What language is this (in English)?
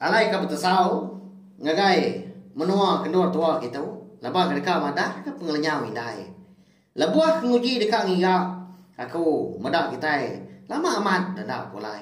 Iban